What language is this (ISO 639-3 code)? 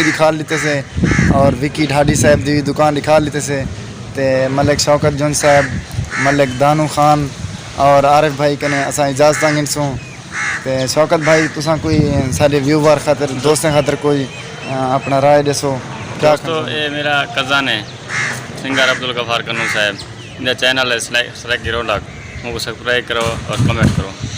skr